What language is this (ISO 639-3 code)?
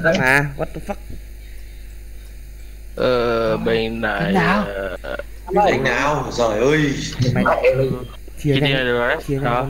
vie